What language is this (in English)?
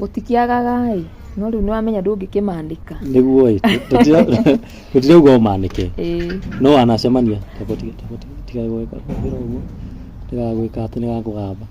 Kikuyu